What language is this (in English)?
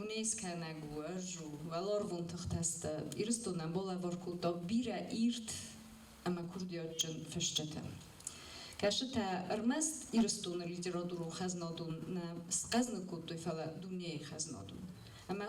Ossetic